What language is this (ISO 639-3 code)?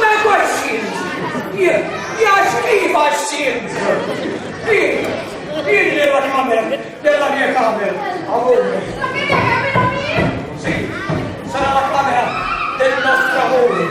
nap